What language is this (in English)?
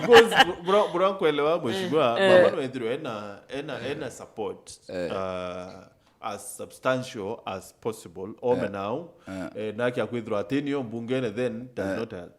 Meru